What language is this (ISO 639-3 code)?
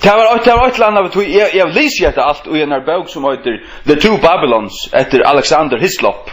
fao